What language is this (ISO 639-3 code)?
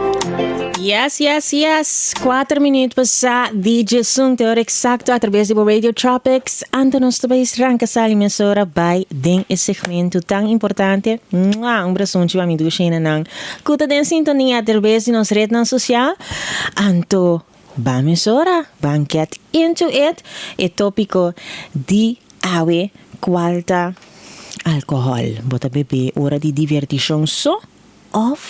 pap